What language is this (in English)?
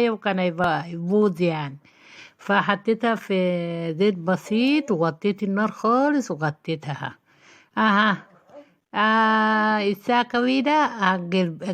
Egyptian Arabic